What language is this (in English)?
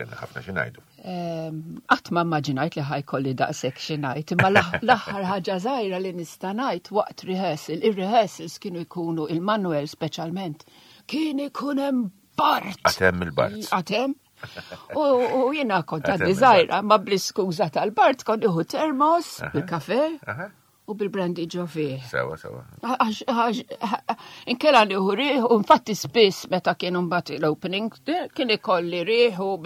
Maltese